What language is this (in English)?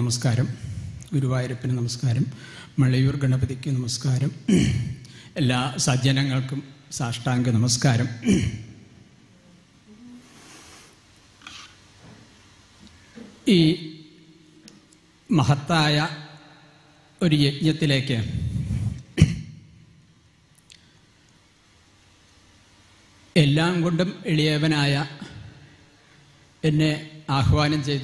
Malayalam